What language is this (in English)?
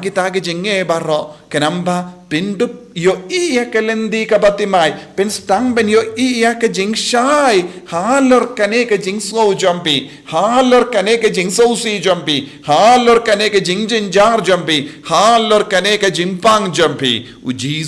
Khasi